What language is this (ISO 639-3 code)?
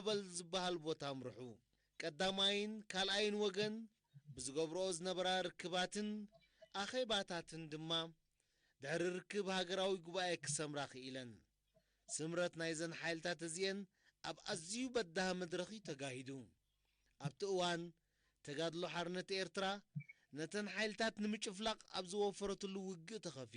tir